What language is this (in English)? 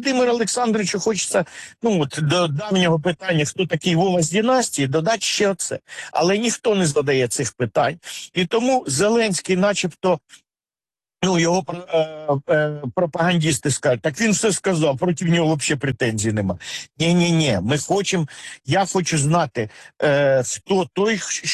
Ukrainian